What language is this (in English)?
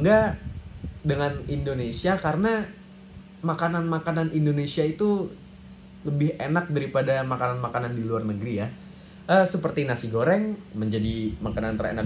Indonesian